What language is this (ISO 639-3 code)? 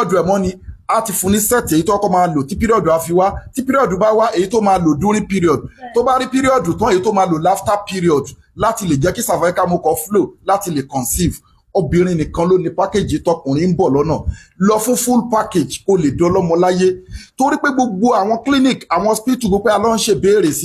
yor